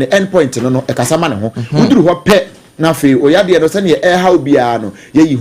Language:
Akan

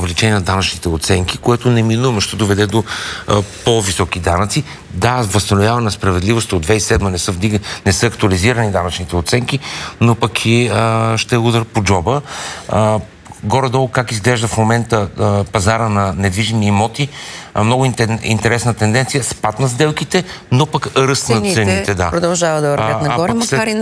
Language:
Bulgarian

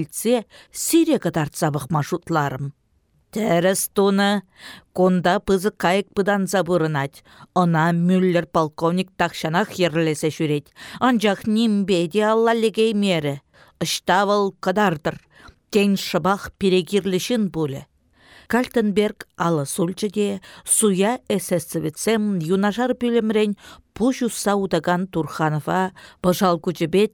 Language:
Chuvash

